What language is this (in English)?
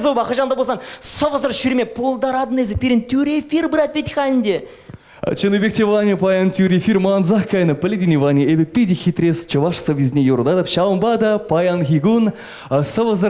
Chuvash